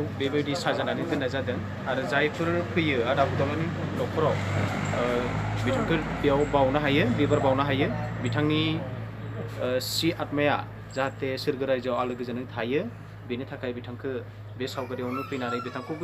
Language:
Bodo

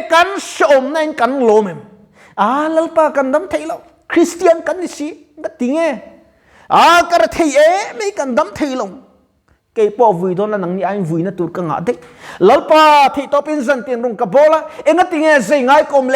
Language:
Mizo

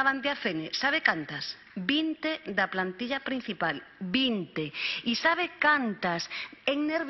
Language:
Galician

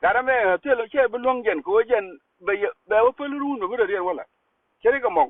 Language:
Nuer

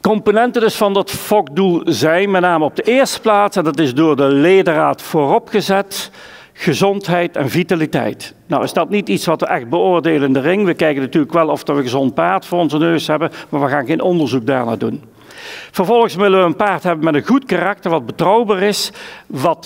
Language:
Dutch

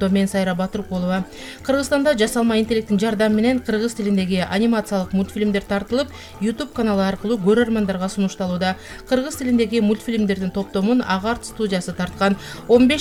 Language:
Kyrgyz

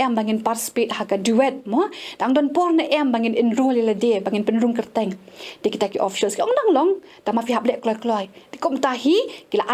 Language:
Khasi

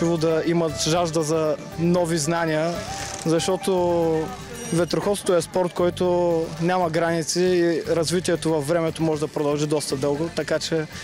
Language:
Bulgarian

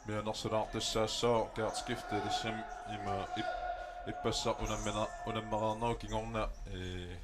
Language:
Kalaallisut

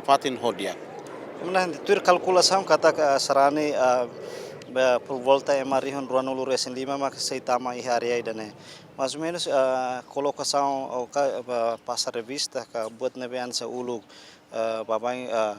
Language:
Tetum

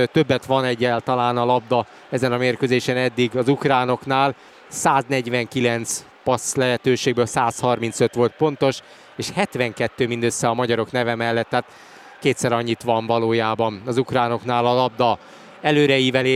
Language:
Hungarian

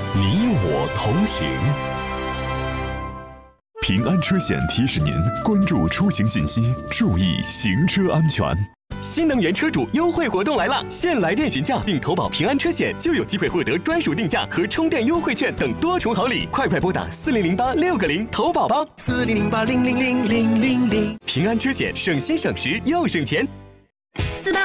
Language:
Chinese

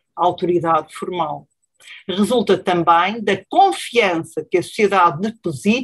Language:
Portuguese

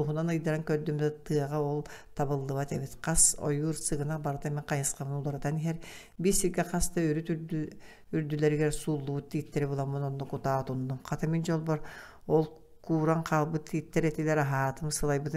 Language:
Yakut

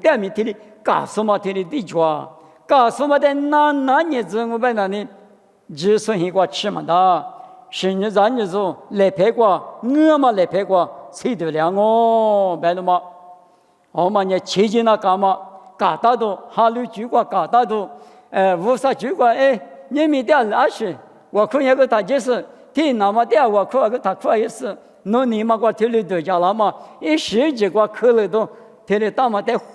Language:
Lisu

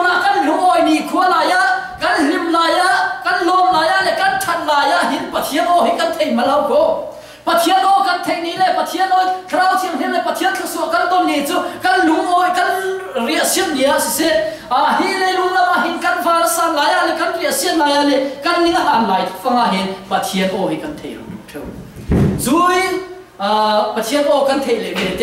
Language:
Falam Chin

